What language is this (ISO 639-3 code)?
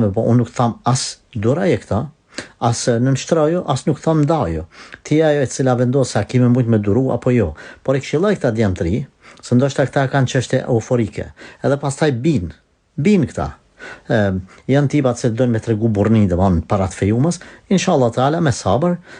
sqi